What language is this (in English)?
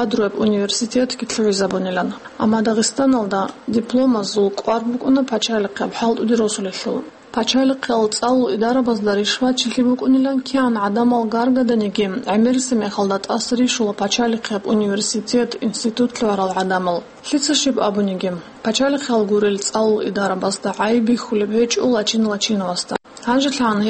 Avaric